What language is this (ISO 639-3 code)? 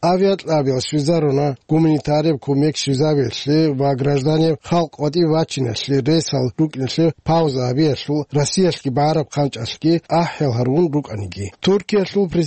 ava